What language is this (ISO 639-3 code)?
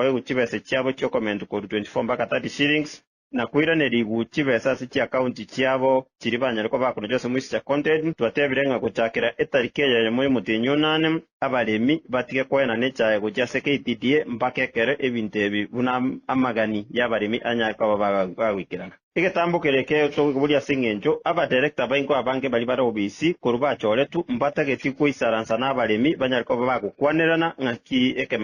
guz